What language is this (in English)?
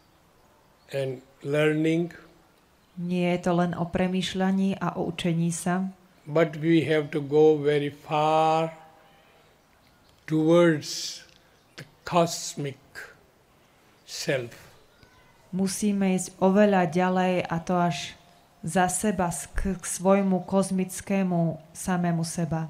Slovak